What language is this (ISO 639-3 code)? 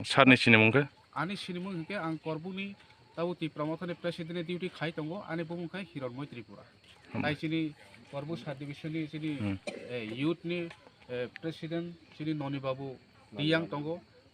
trp